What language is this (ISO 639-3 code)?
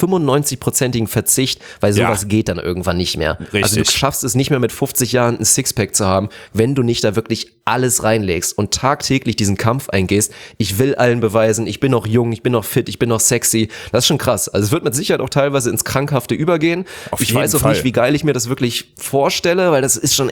deu